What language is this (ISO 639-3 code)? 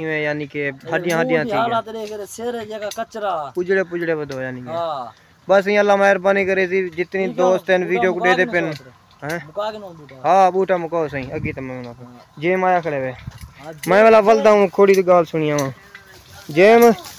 skr